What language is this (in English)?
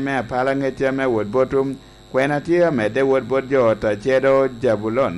Lango (Uganda)